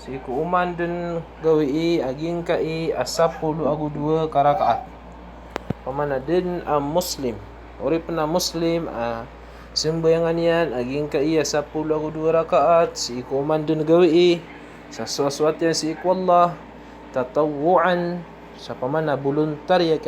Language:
Maranao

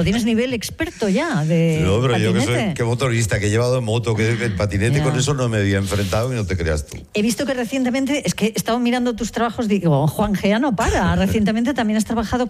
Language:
Spanish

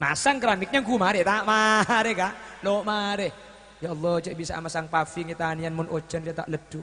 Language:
Madurese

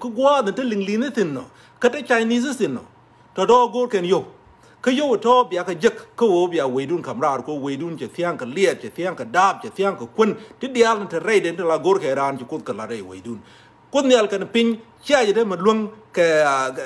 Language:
Nuer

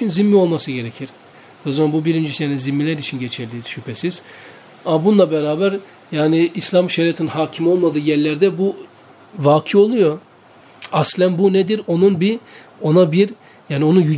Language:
Turkish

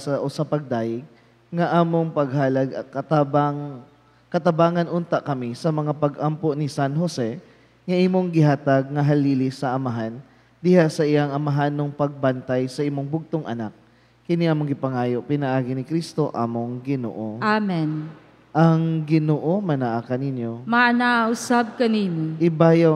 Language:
Cebuano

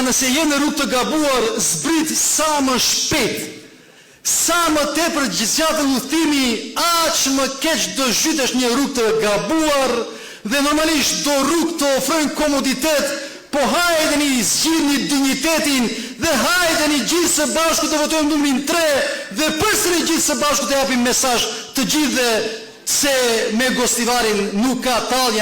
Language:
Albanian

